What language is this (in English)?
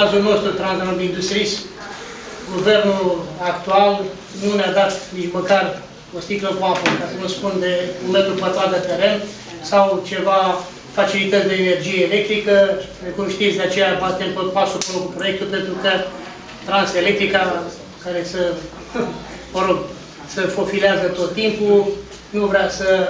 Romanian